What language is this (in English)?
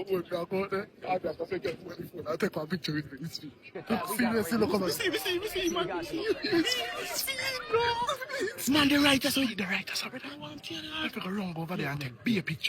Jamaican Creole English